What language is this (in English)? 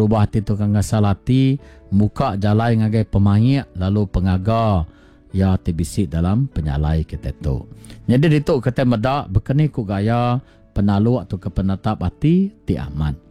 Iban